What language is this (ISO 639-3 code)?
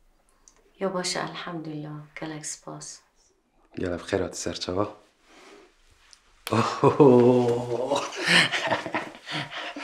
kur